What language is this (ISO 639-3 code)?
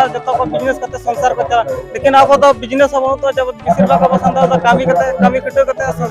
sat